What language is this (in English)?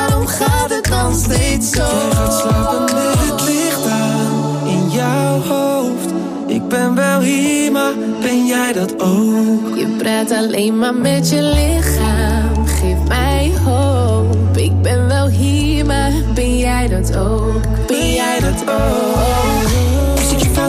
Dutch